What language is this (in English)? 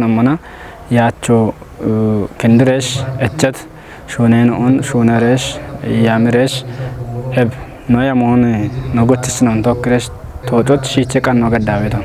Kafa